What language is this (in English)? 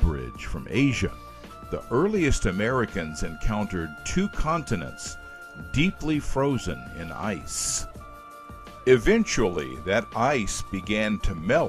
English